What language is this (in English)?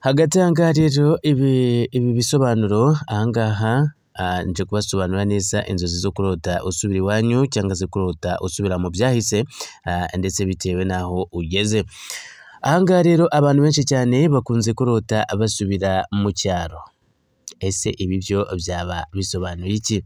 Kinyarwanda